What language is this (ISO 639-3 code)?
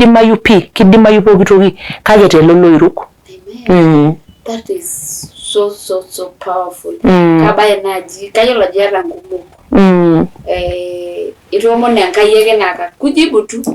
mas